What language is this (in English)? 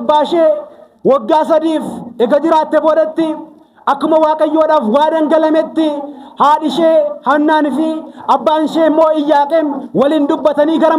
Oromo